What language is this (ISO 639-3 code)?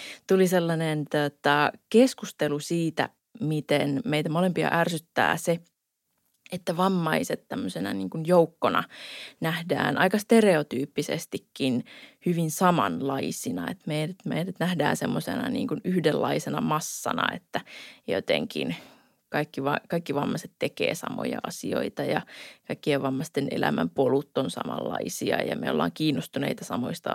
fin